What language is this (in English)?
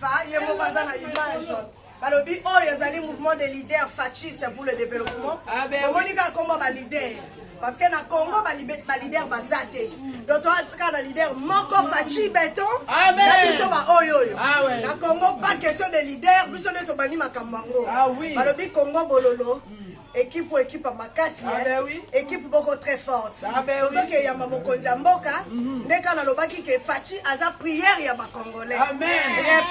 Lingala